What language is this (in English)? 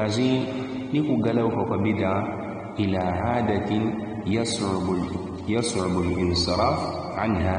Yao